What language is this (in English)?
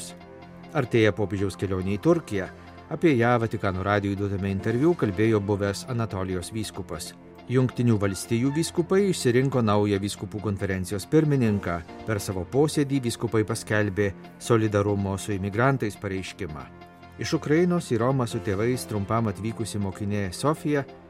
Lithuanian